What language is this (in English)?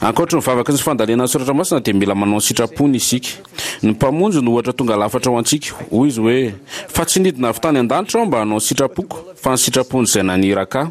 Malagasy